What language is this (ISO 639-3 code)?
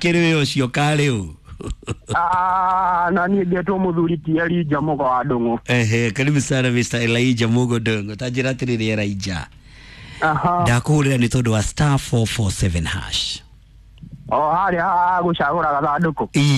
kik